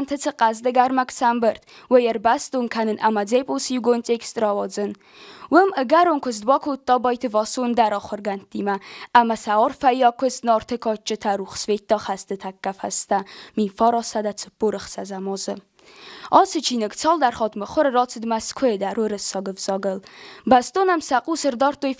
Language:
Ossetic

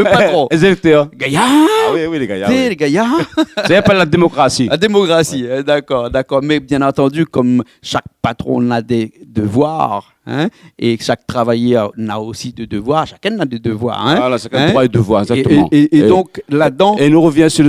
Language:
Réunion Creole French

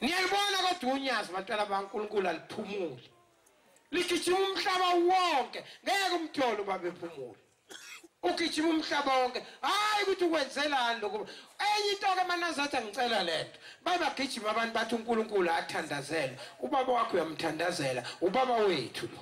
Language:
Zulu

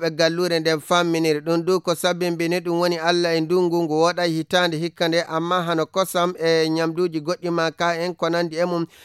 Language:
Nigerian Fulfulde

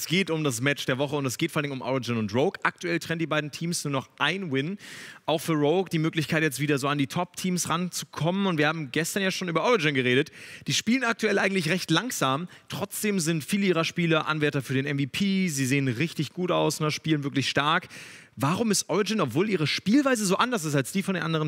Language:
German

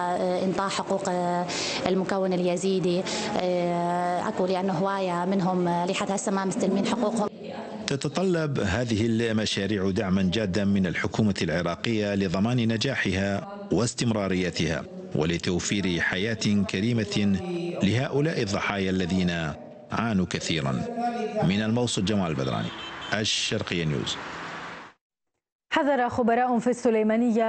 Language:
Arabic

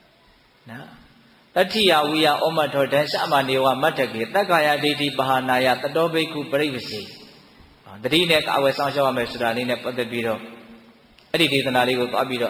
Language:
Burmese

